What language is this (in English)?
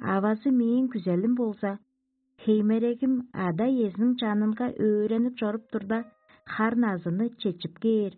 Tuvinian